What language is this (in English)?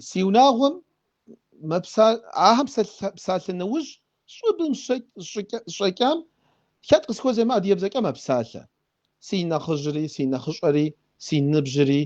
Kabardian